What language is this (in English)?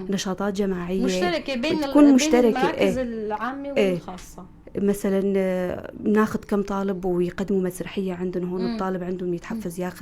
North Levantine Arabic